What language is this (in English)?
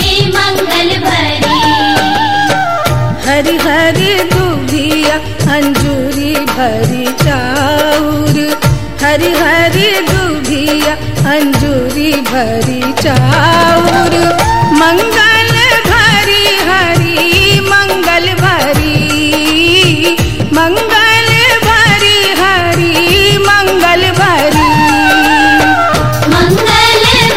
Bhojpuri